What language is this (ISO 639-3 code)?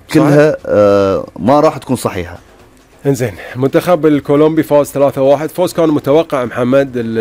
afb